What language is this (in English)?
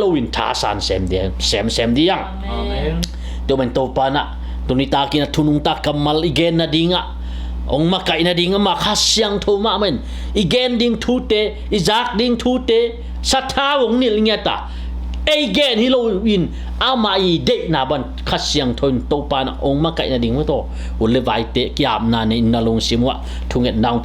Tedim Chin